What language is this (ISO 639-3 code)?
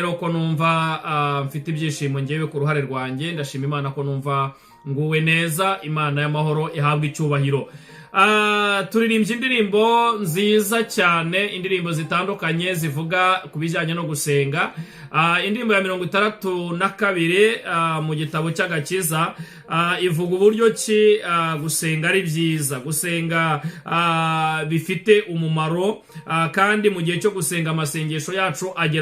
kin